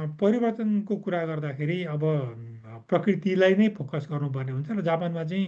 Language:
Nepali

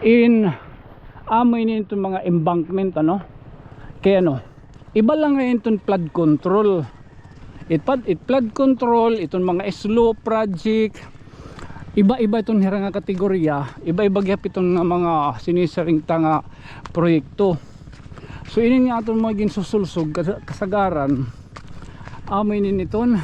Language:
Waray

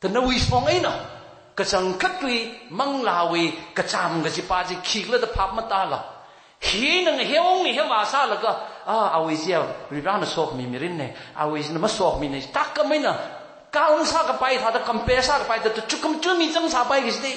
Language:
Tangkhul Naga (India)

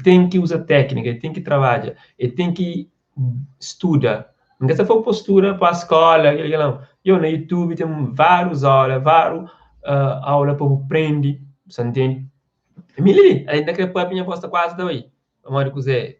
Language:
Kabuverdianu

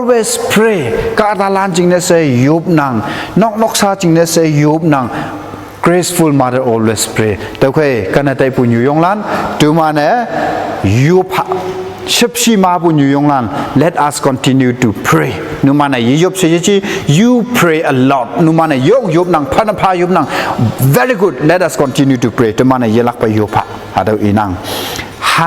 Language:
Konyak Naga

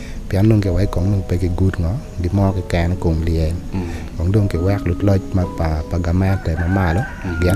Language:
Acoli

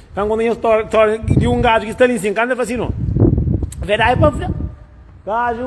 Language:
Kabuverdianu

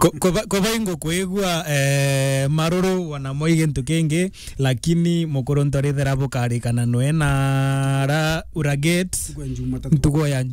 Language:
Meru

